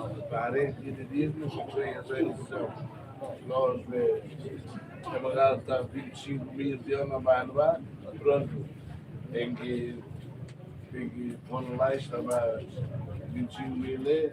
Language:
Tetum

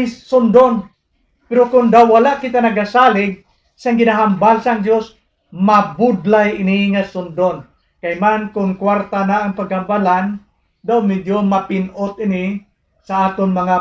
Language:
Hiligaynon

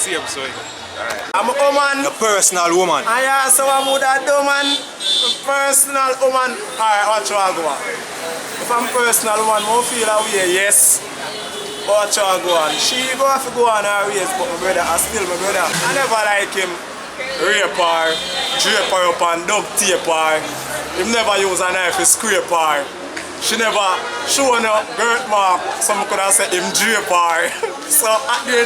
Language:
Jamaican Creole English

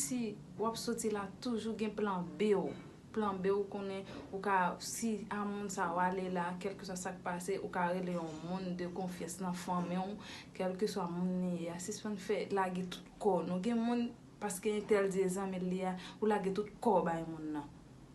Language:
Haitian Creole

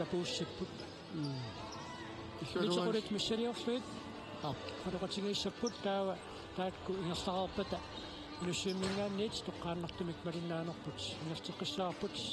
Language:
Kalaallisut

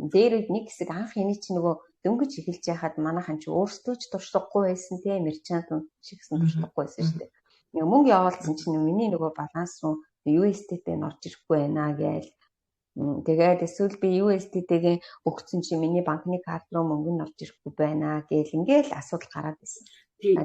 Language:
Mongolian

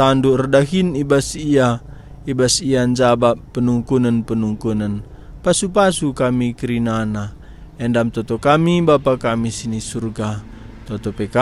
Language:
Batak Karo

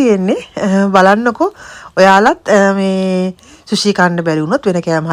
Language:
Sinhala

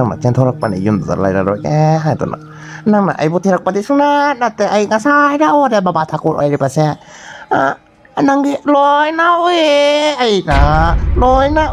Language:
Manipuri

